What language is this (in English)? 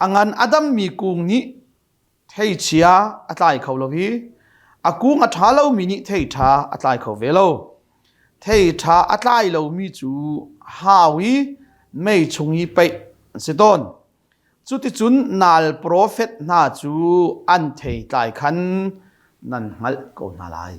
Hakha Chin